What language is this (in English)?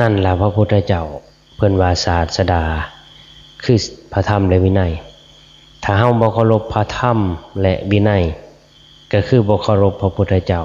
Northeastern Thai